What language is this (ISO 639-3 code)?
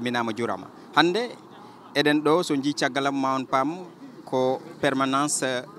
ful